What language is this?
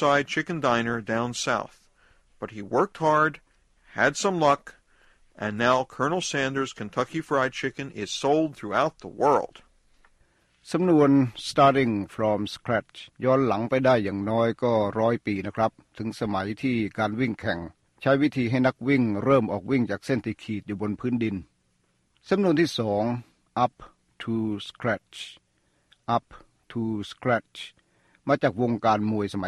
Thai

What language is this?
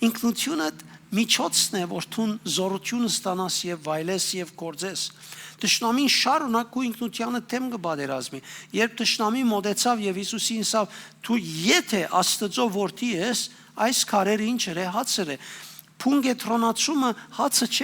Western Armenian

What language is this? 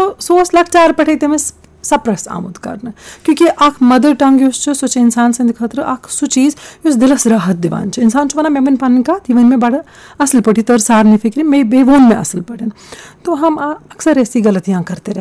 Kashmiri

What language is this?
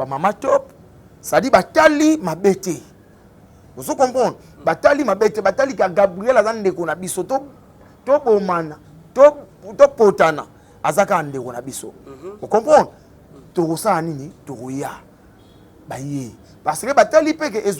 Lingala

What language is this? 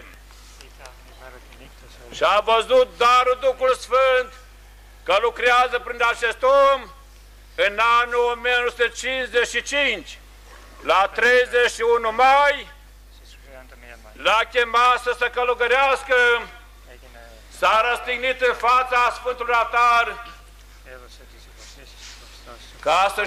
Romanian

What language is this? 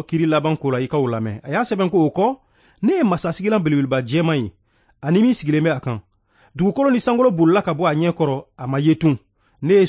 Bambara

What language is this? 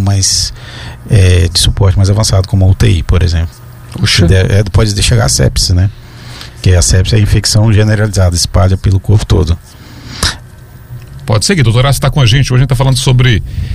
Portuguese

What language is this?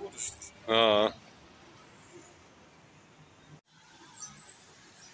Bulgarian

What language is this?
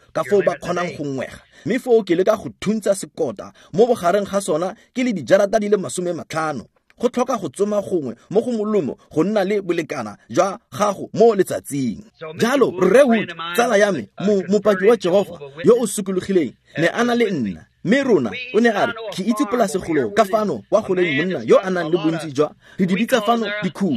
Tswana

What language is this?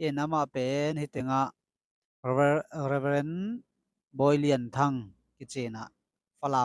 Tedim Chin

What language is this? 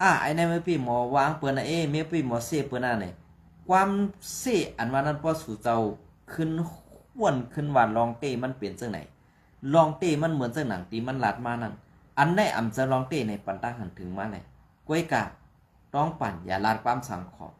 Shan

